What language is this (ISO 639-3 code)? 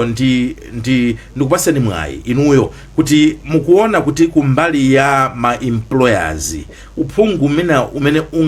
nya